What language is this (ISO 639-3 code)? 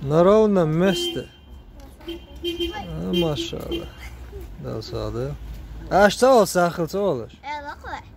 che